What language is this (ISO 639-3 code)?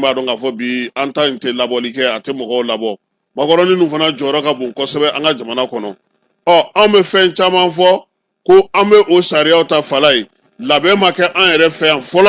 bam